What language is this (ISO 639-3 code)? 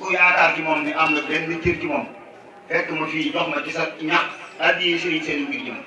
wol